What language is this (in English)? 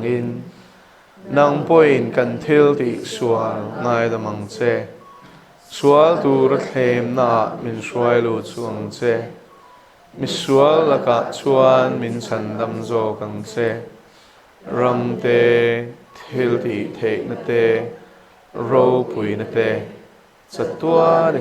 Mizo